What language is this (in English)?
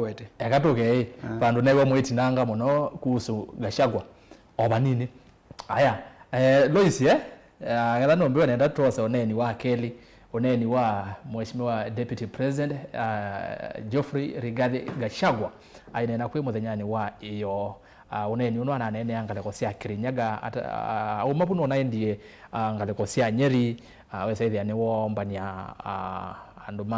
Kamba